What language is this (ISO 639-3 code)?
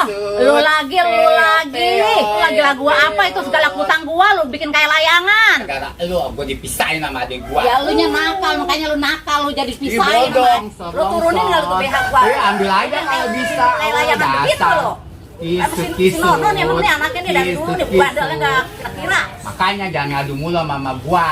bew